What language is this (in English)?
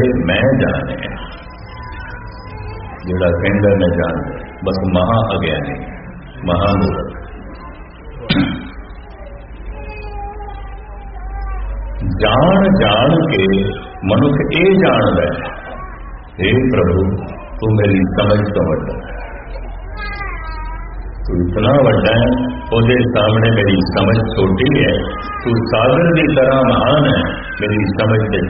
Punjabi